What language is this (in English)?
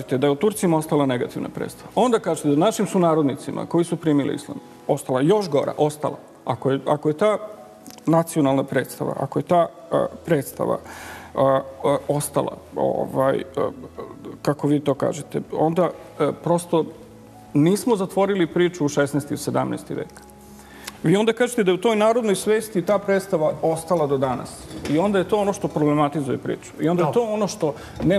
Serbian